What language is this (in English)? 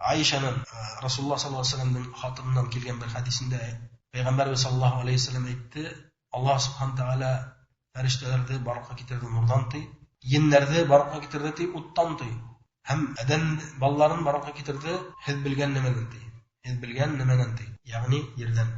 Bashkir